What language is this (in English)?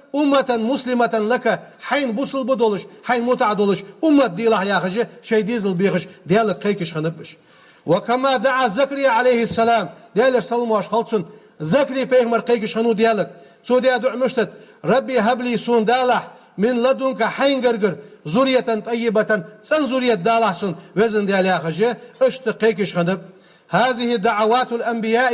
Ingush